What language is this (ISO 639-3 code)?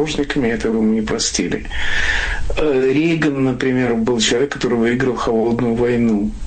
rus